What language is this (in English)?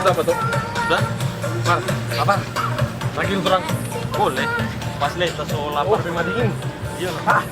Manado Malay